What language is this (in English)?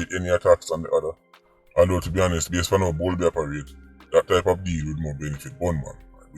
Jamaican Creole English